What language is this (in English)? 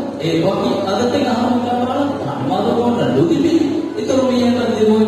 Divehi